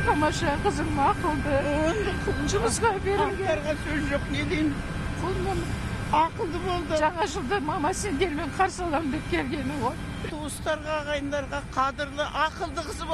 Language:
Kazakh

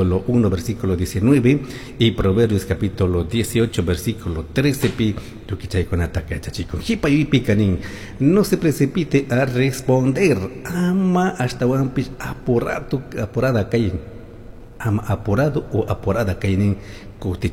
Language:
Chimborazo Highland Quichua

